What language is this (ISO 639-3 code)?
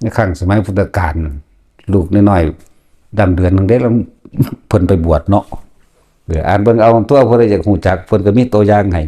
tts